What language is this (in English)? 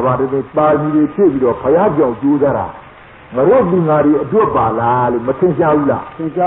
Burmese